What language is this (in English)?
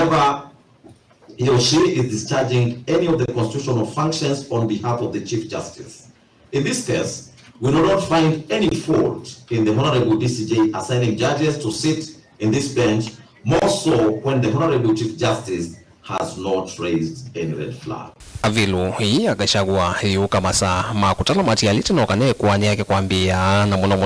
Kamba